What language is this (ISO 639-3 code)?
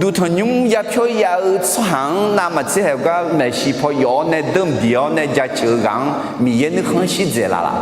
ahk